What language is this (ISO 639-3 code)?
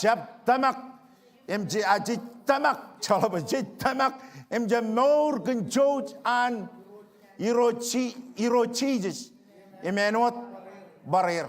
mah